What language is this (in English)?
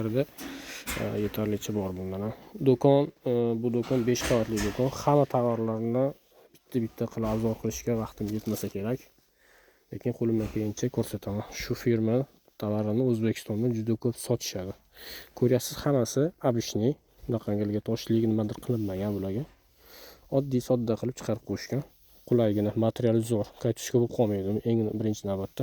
Uzbek